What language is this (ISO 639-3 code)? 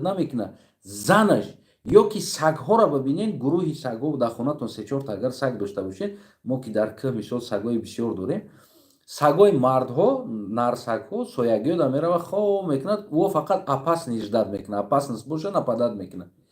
tgk